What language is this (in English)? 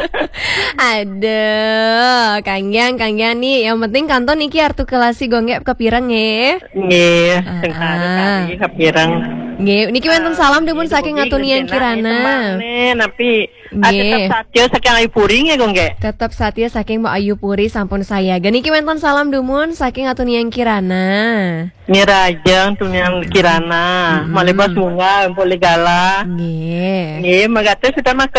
Balinese